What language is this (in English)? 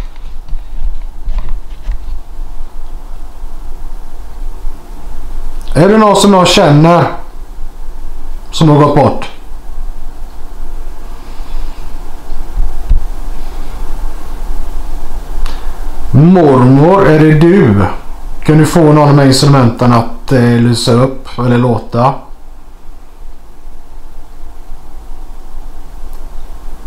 Swedish